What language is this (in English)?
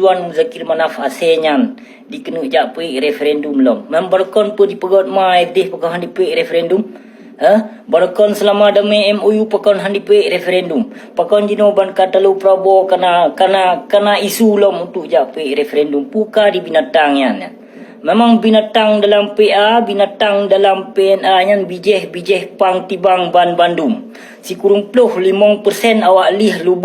Achinese